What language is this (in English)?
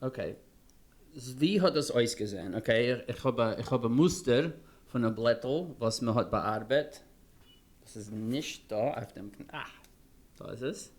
Yiddish